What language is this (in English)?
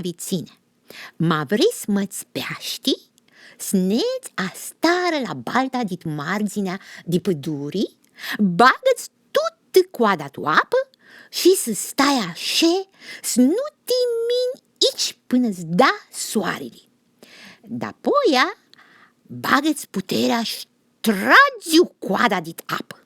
Aromanian